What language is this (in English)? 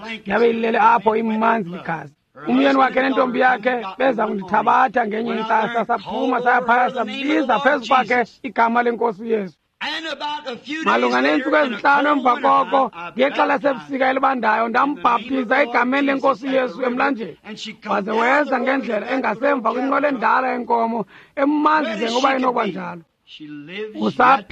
Xhosa